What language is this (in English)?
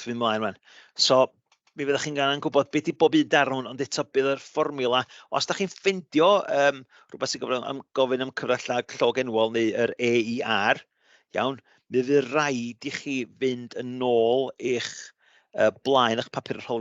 Welsh